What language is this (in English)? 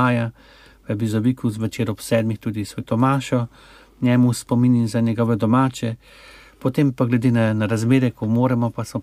Slovenian